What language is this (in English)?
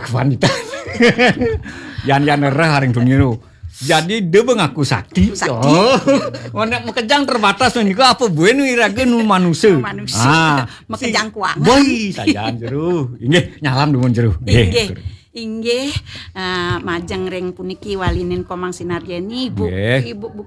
Balinese